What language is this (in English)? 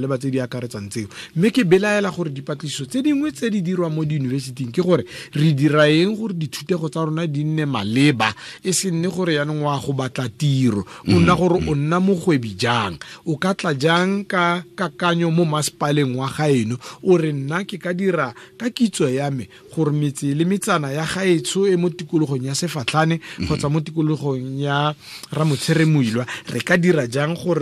Tswana